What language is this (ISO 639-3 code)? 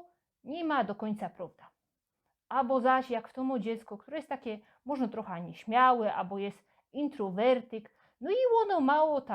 szl